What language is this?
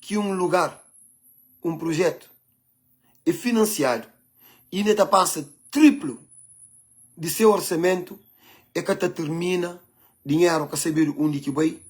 Kabuverdianu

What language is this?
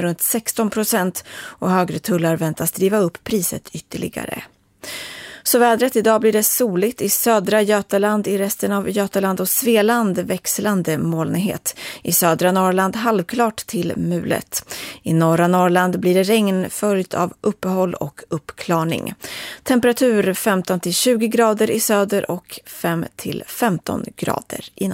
Swedish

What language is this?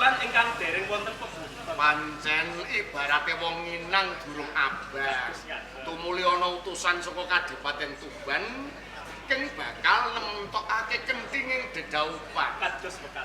Javanese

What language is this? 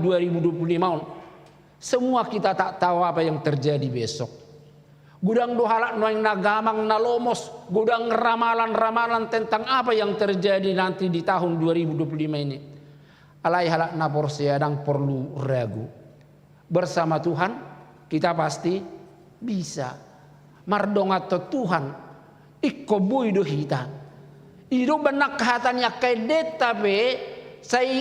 Batak Toba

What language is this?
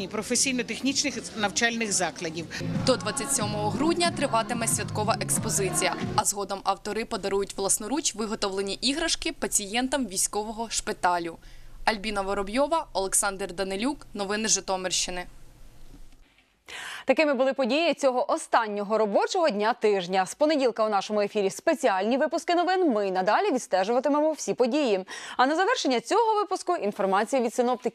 Ukrainian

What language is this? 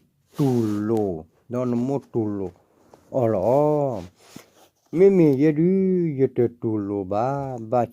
S'gaw Karen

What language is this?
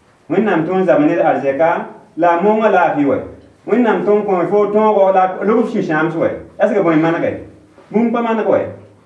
Mossi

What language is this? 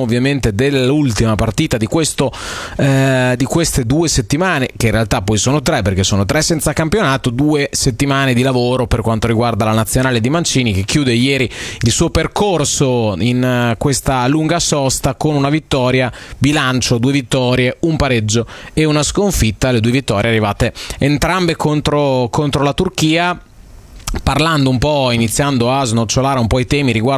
Italian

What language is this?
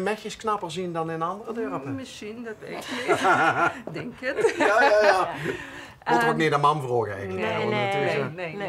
Limburgish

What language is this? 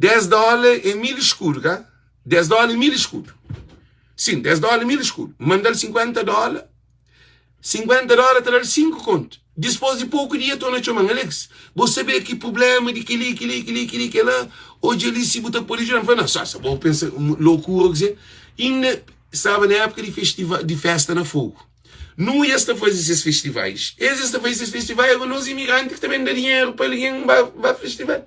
Kabuverdianu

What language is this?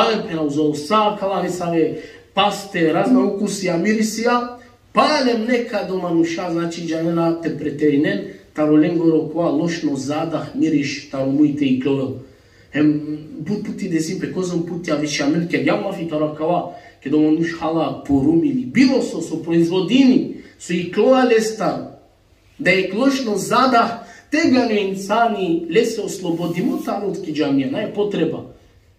Balkan Romani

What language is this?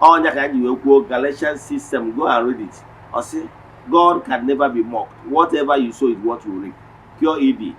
Igbo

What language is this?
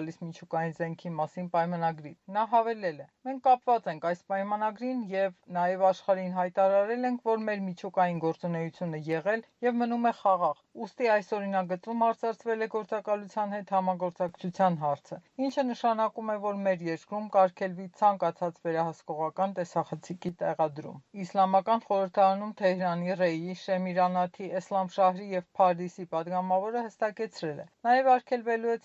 Armenian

